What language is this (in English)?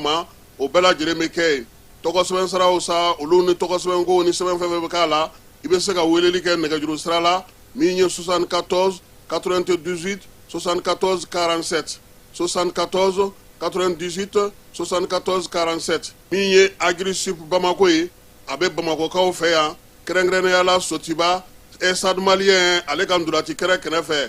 Bambara